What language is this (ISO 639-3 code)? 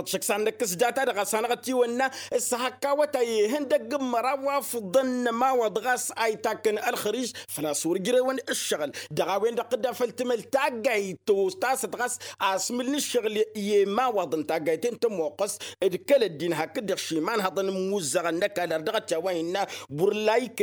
taq